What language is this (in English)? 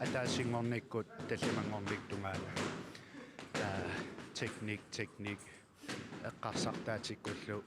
Kalaallisut